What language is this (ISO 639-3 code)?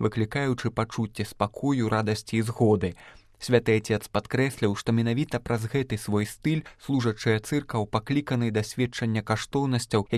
bel